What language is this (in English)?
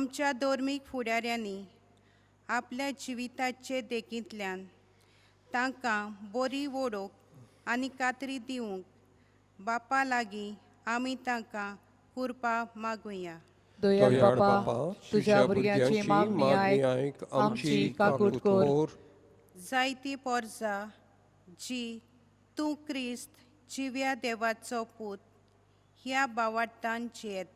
Konkani